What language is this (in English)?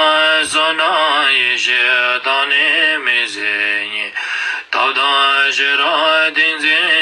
Tibetan